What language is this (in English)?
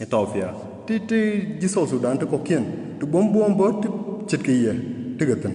Nuer